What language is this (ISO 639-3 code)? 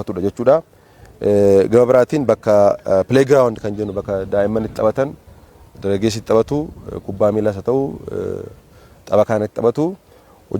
orm